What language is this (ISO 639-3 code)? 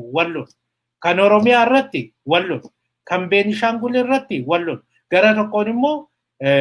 orm